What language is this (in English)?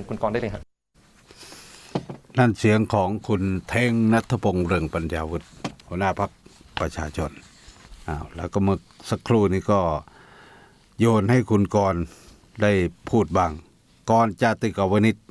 Thai